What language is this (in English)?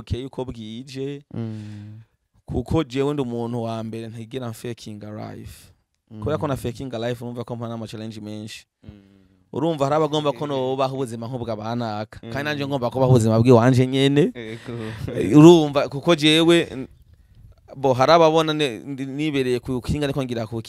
Rundi